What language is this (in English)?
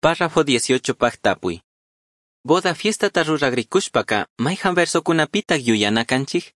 Chimborazo Highland Quichua